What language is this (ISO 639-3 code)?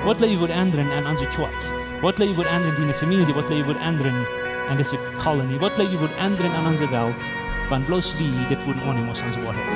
pdt